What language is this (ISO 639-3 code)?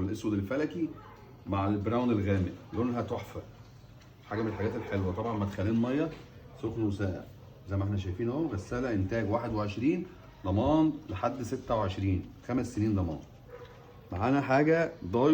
arz